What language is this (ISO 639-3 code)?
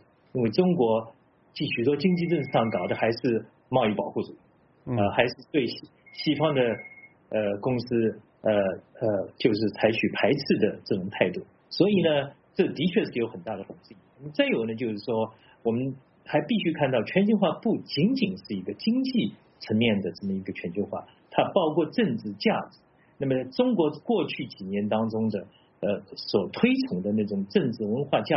zho